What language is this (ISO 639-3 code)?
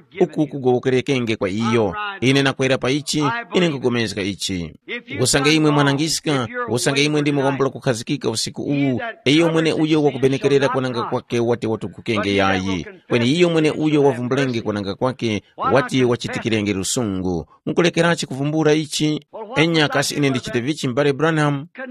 tum